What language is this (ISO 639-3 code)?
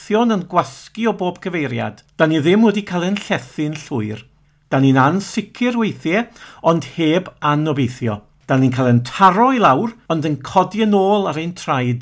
cym